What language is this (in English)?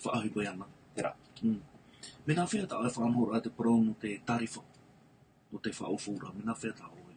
Tahitian